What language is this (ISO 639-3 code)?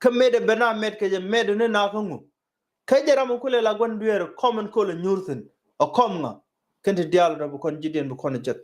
nus